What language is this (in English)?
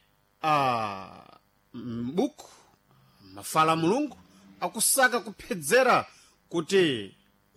Sena